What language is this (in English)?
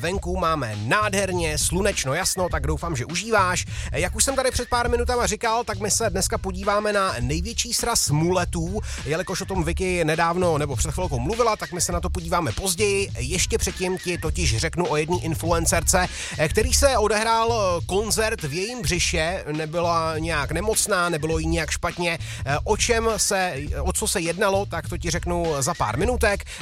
Czech